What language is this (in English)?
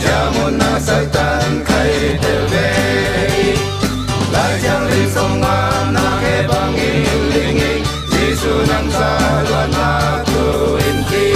Falam Chin